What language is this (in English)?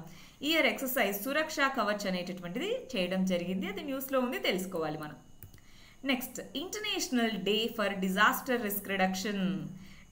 Telugu